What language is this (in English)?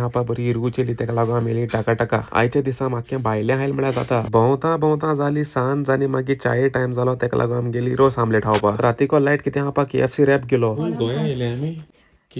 Konkani